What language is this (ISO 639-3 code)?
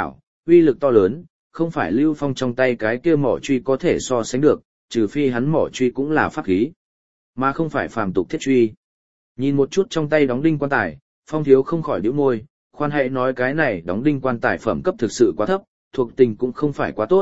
vie